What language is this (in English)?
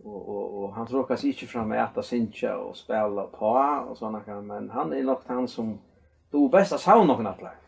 Faroese